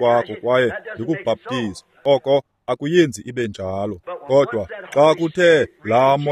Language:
Xhosa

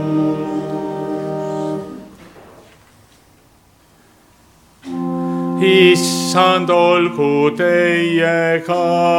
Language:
Estonian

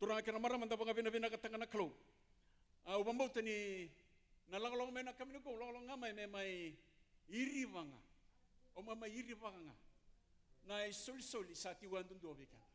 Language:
Fijian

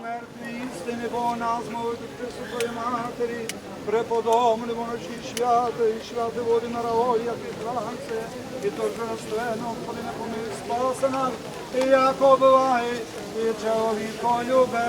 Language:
Rusyn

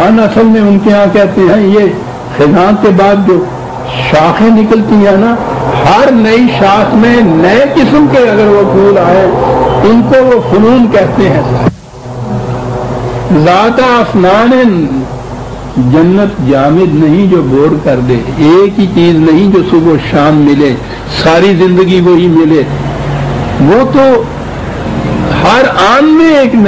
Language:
Urdu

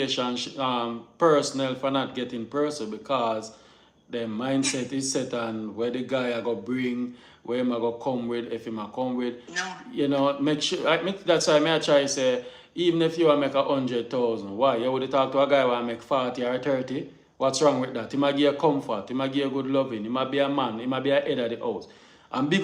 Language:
Jamaican Creole English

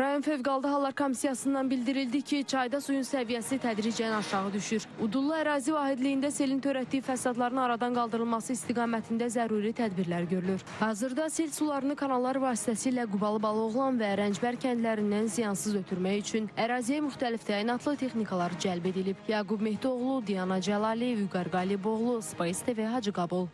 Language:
Azerbaijani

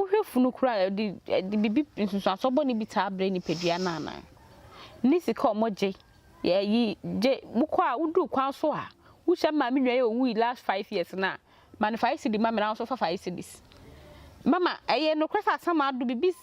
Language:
Akan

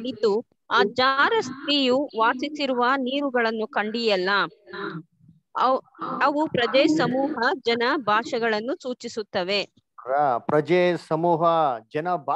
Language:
Kannada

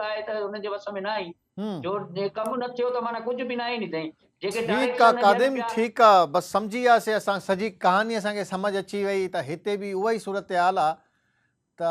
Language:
Sindhi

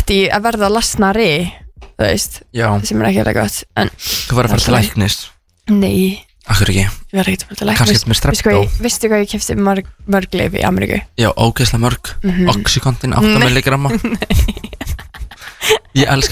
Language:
Icelandic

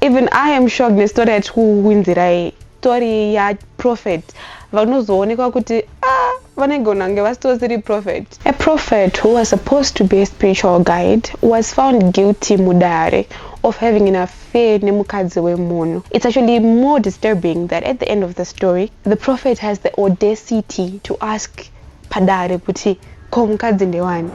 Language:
Shona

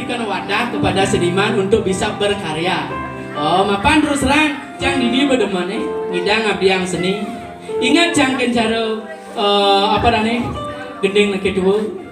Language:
Balinese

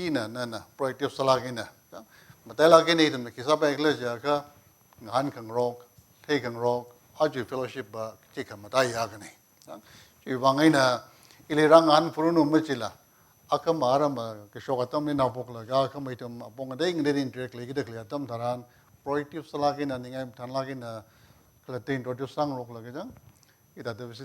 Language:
Tangkhul Naga (India)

